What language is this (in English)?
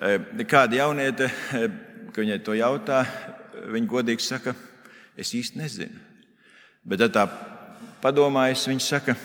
Latvian